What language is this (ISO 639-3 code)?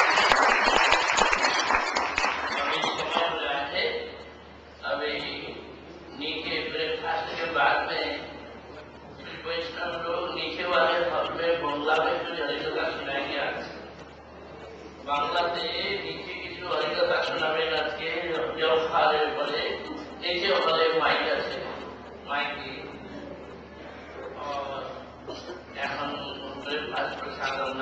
eng